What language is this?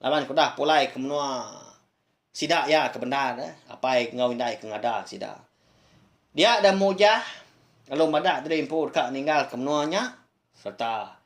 Iban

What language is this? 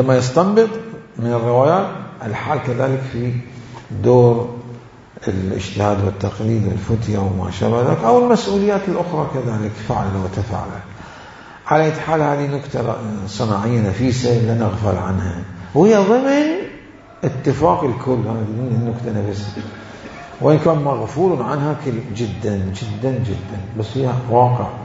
Mesopotamian Arabic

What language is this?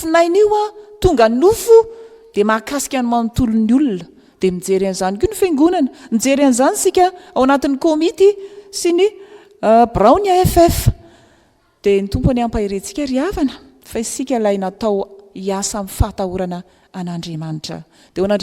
Malagasy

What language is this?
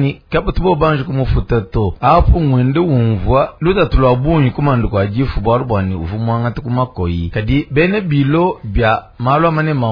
Luba-Lulua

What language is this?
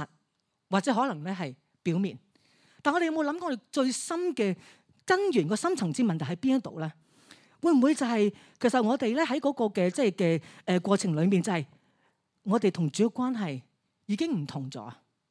Cantonese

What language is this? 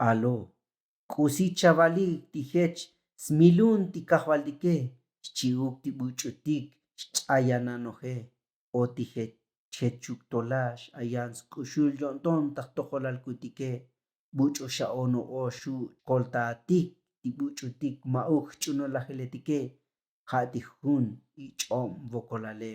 Tzotzil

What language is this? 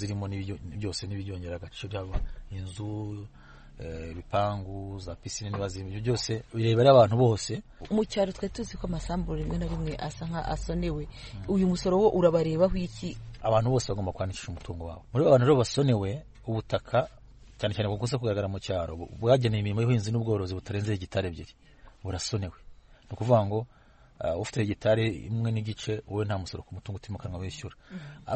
Kinyarwanda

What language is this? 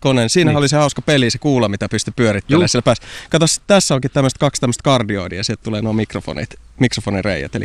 Finnish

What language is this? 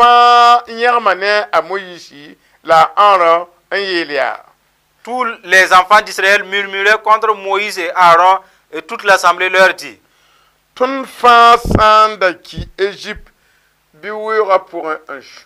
Mossi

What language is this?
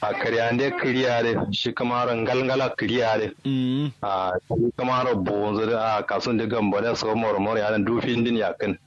Kanuri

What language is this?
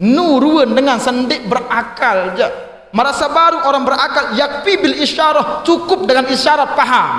Sasak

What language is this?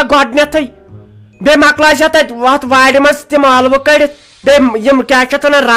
Kashmiri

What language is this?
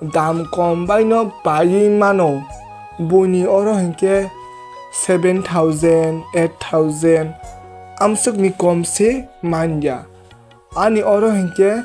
Kok Borok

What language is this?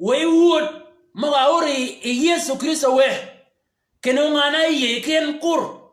Shilluk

